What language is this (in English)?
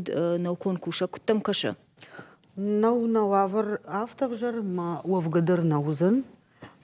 Ossetic